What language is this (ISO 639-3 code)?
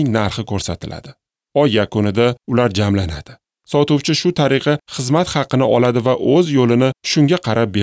uzb